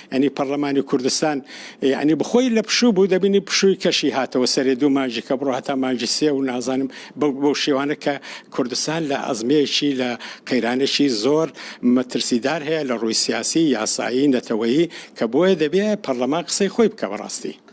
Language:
Central Kurdish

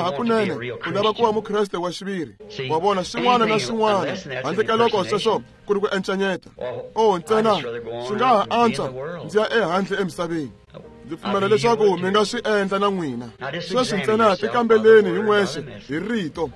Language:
Tsonga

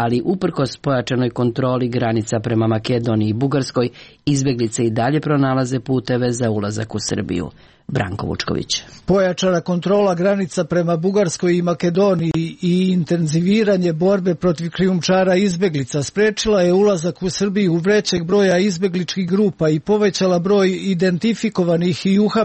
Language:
Serbian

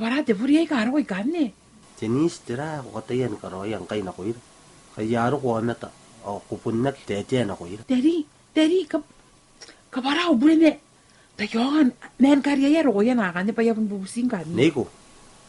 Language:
Gilbertese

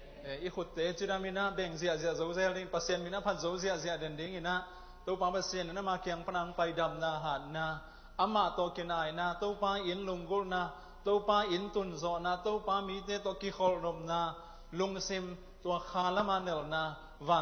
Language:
Tedim Chin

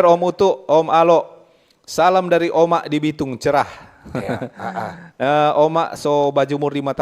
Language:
Manado Malay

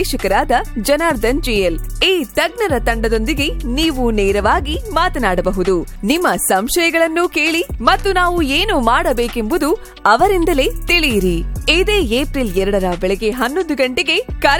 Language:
Kannada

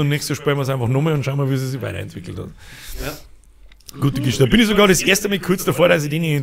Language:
Bavarian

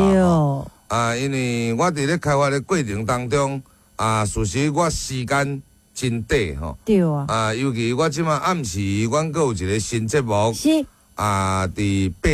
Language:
Min Nan Chinese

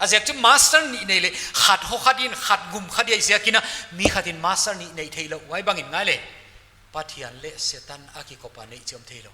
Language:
Paite Chin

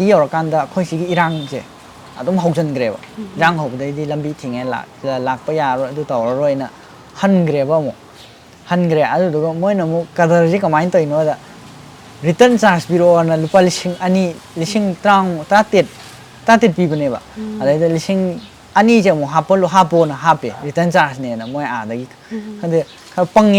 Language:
Manipuri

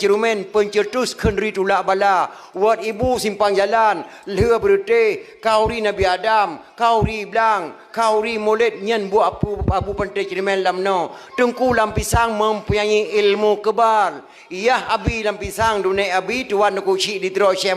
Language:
Achinese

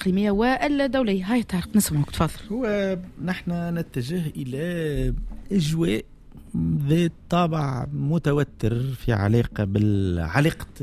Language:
Tunisian Arabic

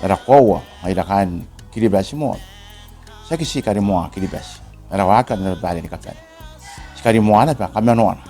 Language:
Gilbertese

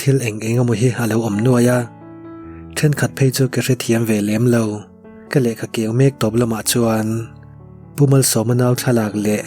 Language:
Mizo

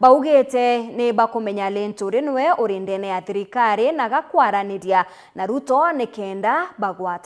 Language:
Meru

